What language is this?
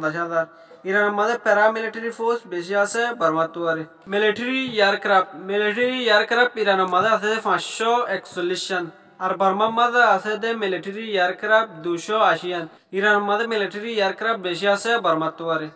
Rohingya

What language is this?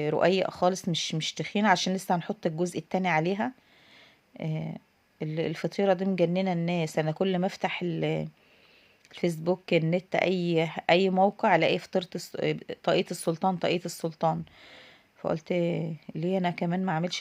Egyptian Arabic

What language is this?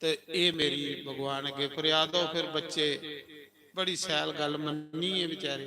Dogri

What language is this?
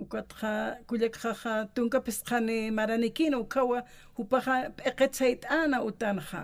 Aymara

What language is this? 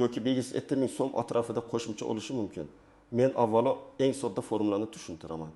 Uzbek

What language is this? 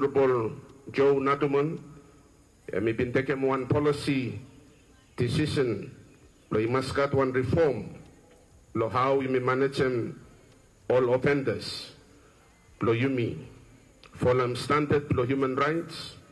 Bislama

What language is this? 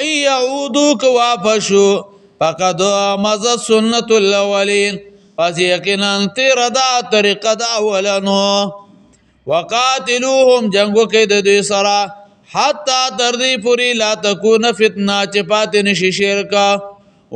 Pashto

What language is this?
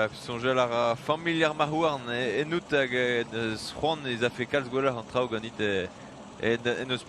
Breton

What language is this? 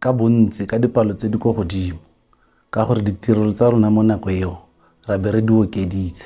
Tswana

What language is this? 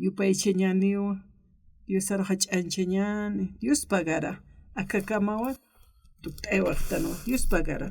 Aymara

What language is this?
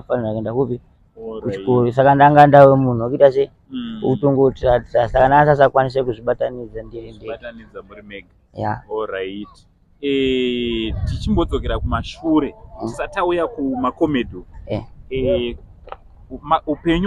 Shona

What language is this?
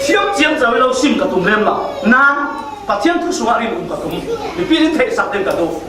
Falam Chin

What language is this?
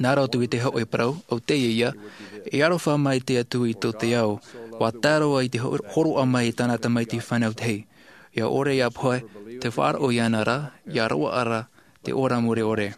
Tahitian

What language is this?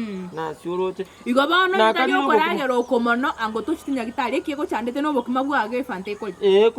Gusii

